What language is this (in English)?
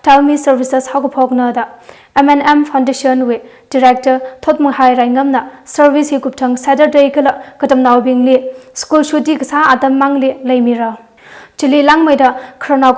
Tangkhul Naga (India)